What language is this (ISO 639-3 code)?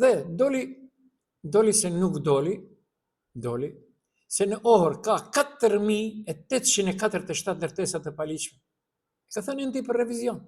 sqi